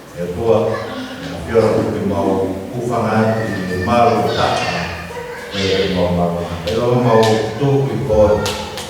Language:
Tongan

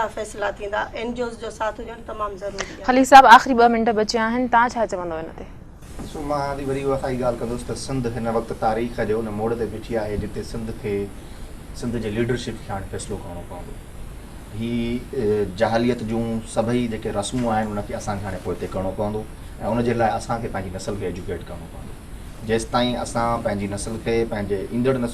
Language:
Sindhi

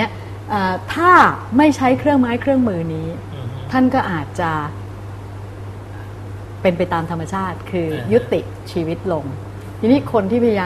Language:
Thai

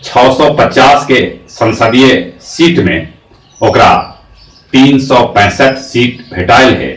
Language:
Magahi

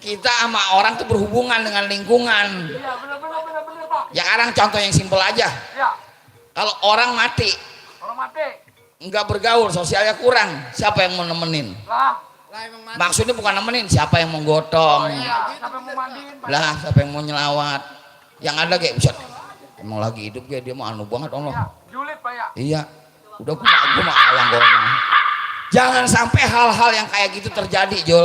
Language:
Betawi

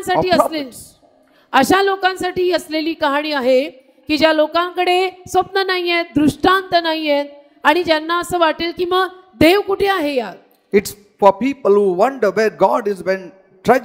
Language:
Marathi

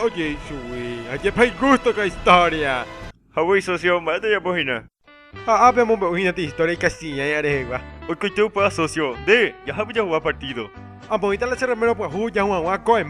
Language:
Guarani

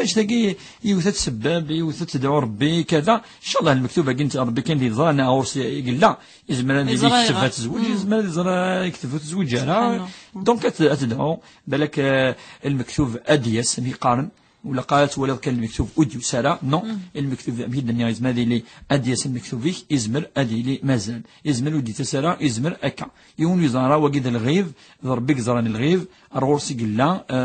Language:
Kabyle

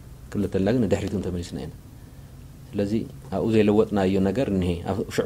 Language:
Tigrinya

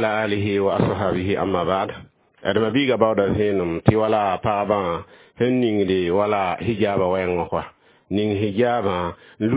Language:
Mossi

